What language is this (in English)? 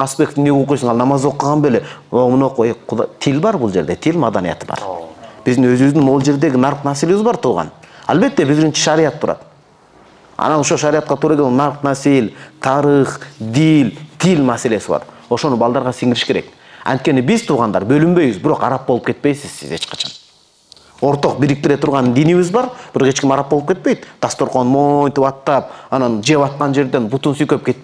Kyrgyz